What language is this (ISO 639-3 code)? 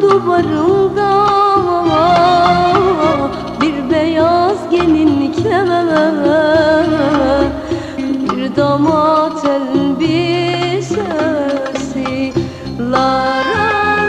tur